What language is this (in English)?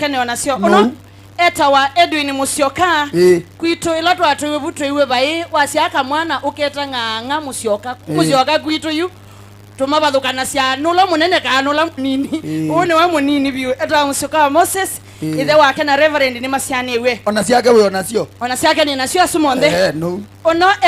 Kamba